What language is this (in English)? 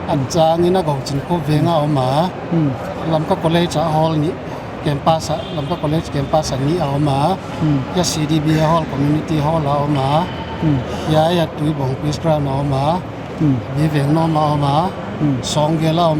Paite Chin